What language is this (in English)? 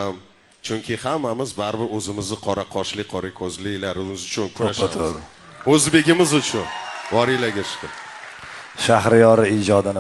Uzbek